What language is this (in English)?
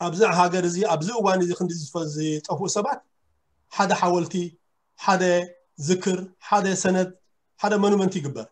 Tigrinya